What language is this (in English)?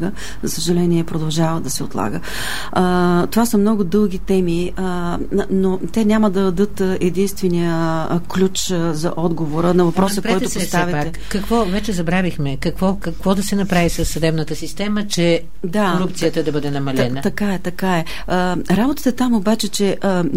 Bulgarian